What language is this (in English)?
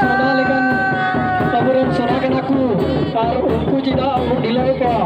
Santali